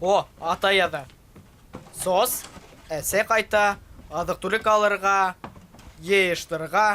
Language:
Bashkir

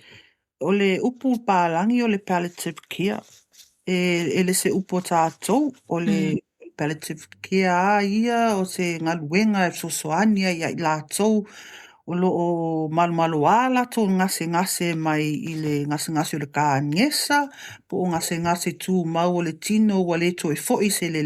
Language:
Samoan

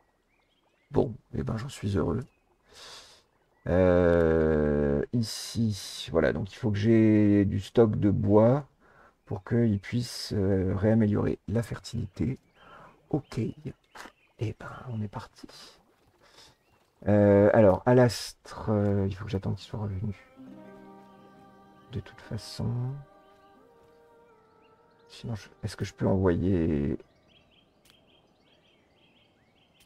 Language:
French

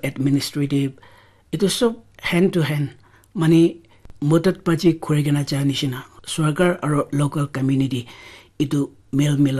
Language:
Naga Pidgin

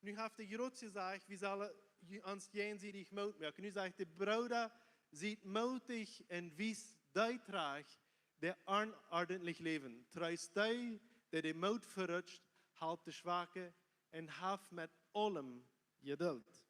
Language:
Plautdietsch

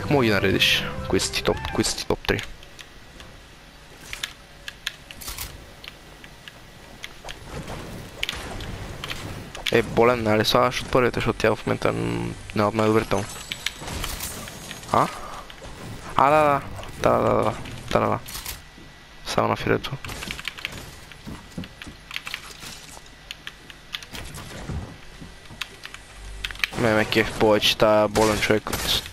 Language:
Bulgarian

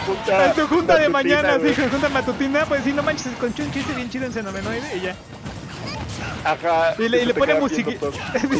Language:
Spanish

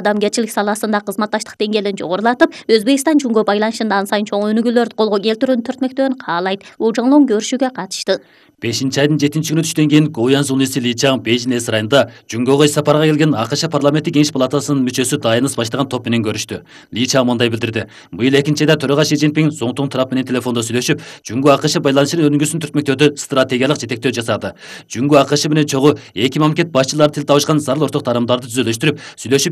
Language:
Kyrgyz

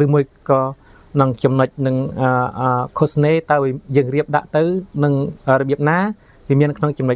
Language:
Khmer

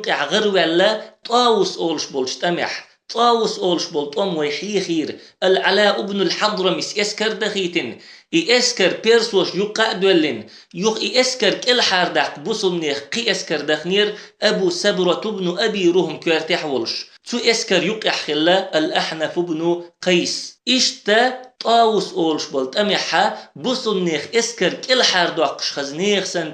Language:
Chechen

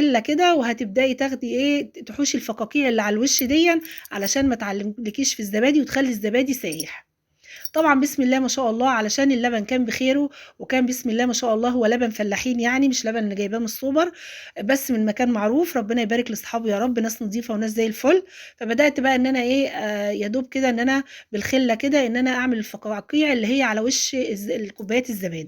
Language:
Egyptian Arabic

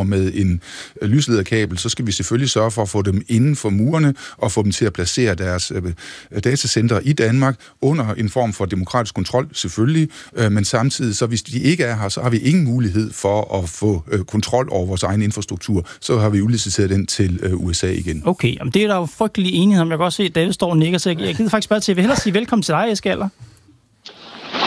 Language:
Danish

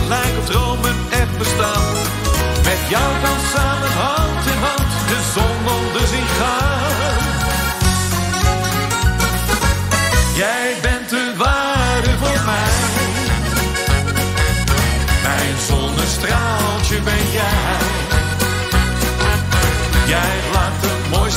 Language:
Dutch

